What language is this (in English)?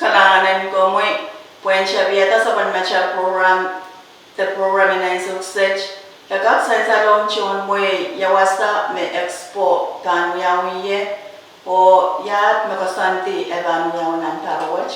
Pohnpeian